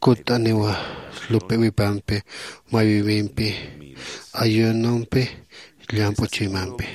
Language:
Aymara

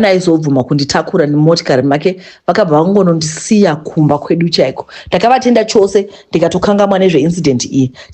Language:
Shona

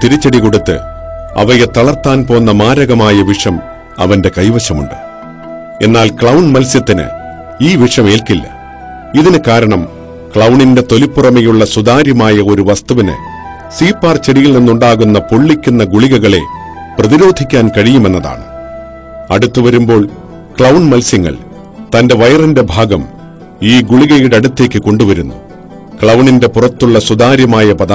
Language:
Malayalam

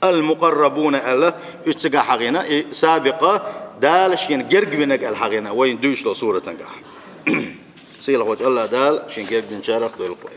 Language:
Chechen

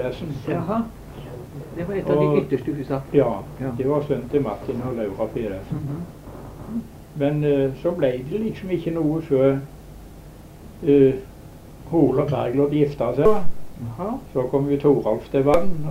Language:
Norwegian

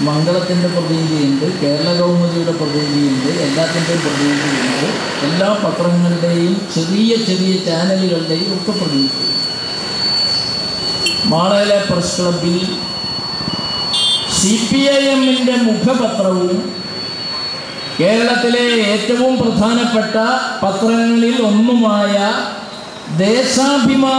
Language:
Malayalam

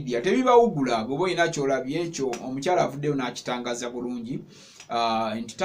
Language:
Ganda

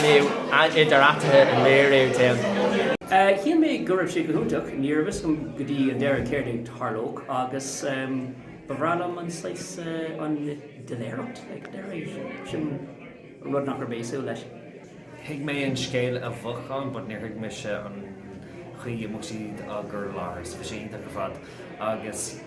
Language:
Irish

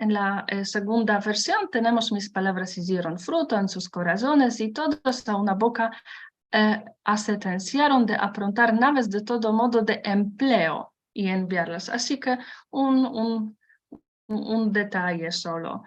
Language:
Ladino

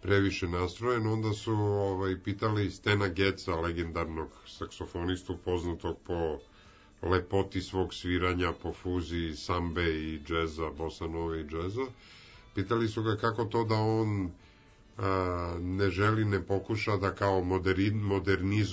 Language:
Serbian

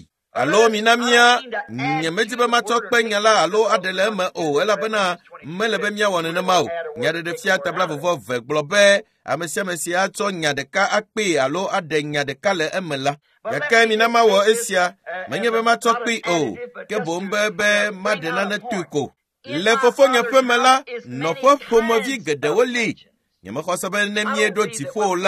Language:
Ewe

